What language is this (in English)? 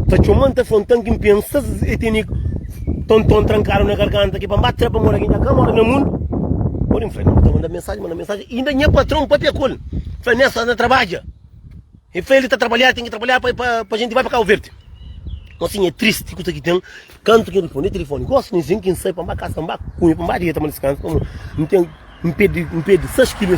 Kabuverdianu